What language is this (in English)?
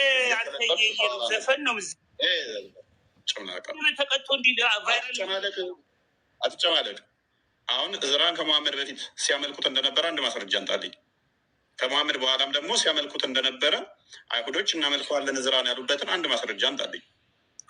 Amharic